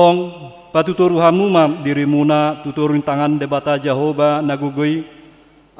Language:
Batak Toba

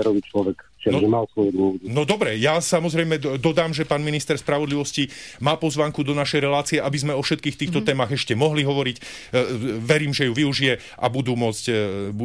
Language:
Slovak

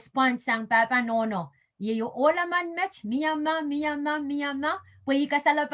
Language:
Pohnpeian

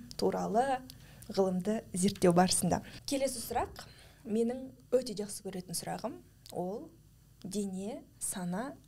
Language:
Kazakh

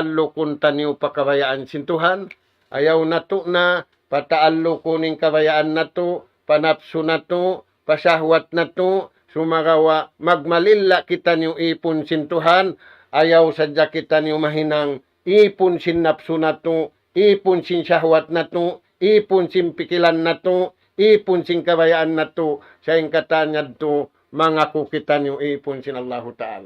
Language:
Tausug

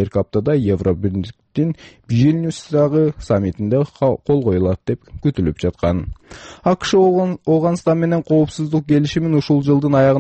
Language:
Kyrgyz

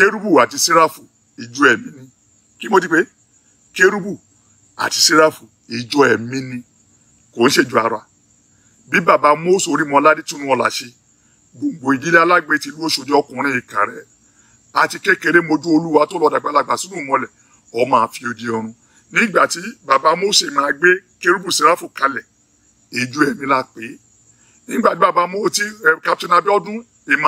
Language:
Yoruba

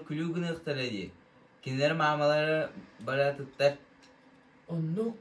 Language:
Yakut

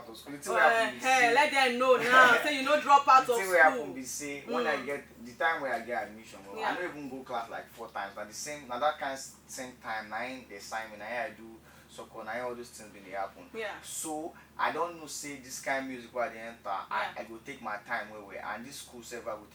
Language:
Nigerian Pidgin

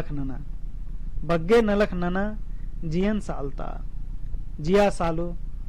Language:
Kurukh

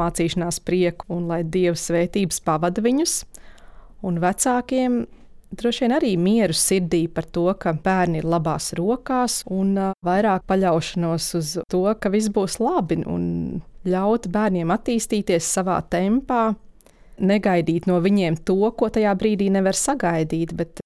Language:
Latvian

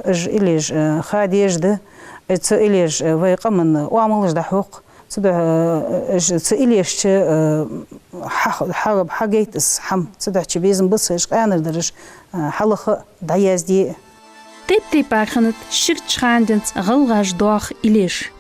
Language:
Ingush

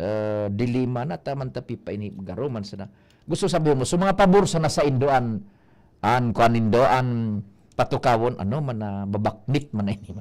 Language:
Bikol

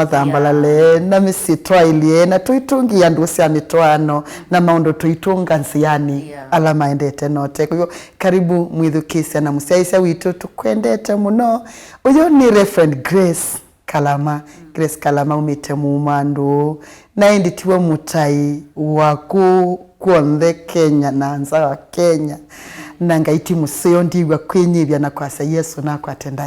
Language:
Kamba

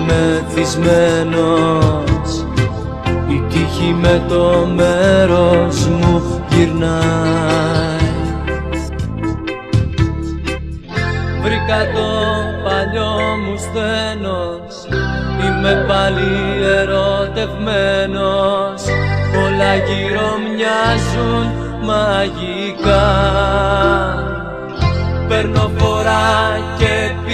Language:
Greek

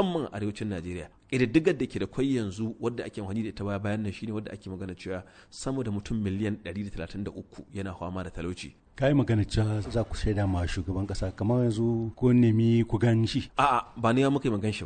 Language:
Hausa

